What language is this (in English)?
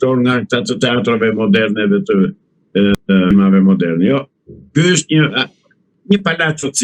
Albanian